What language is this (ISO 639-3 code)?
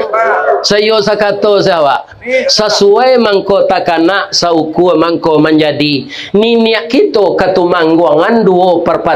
min